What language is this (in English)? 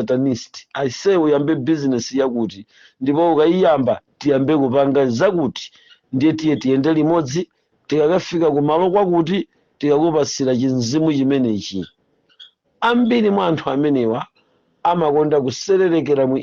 Nyanja